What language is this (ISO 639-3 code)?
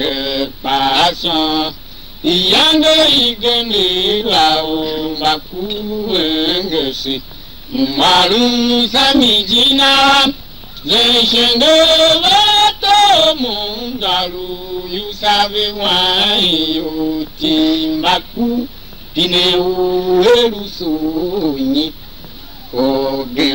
tiv